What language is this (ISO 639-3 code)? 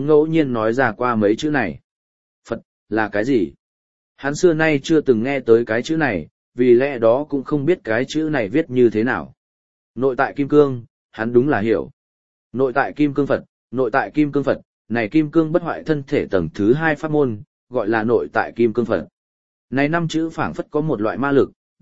vie